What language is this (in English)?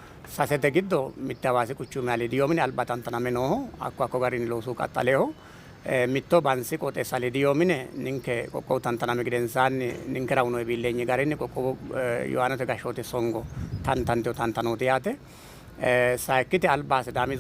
Sidamo